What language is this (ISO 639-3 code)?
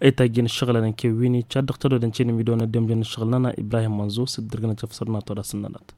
taq